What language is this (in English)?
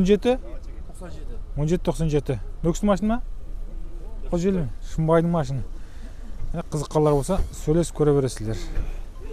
Kazakh